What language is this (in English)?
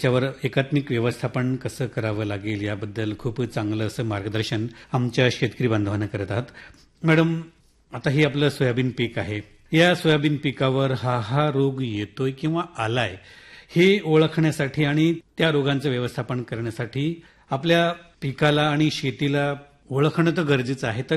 Marathi